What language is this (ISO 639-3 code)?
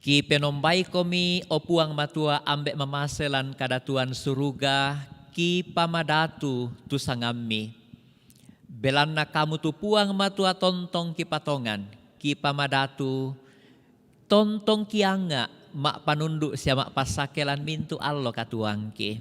sda